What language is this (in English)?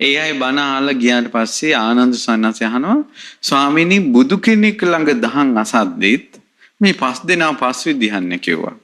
Sinhala